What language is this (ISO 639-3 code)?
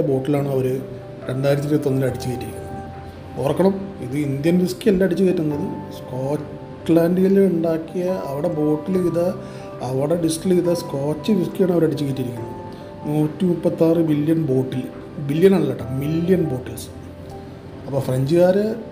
mal